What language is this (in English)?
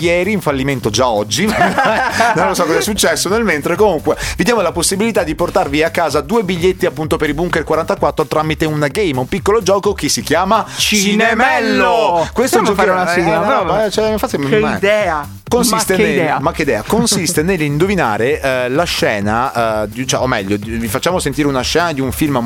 Italian